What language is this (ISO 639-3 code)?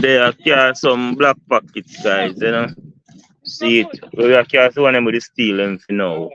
jam